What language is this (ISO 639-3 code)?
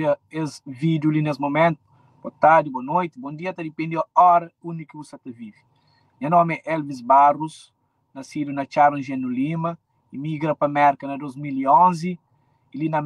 kea